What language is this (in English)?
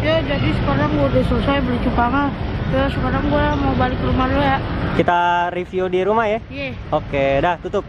Betawi